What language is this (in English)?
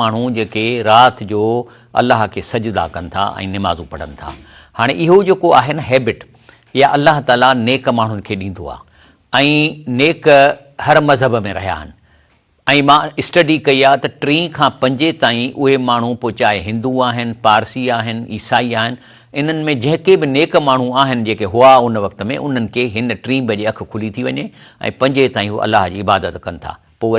Sindhi